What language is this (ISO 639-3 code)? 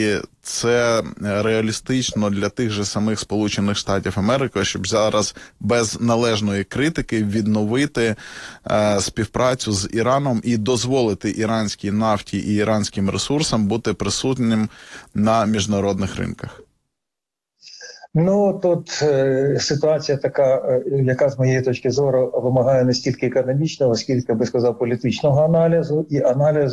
ukr